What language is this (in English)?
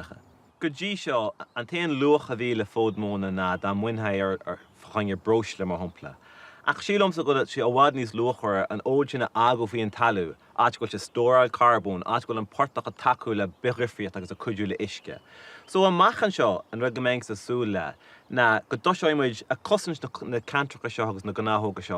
Irish